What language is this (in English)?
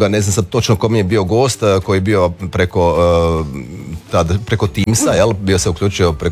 Croatian